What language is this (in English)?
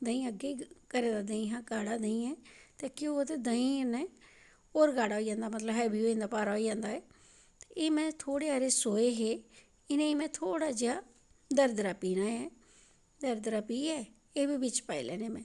Dogri